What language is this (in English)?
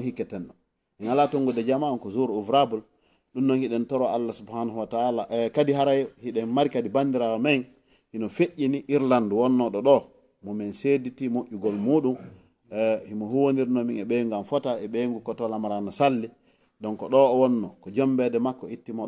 Fula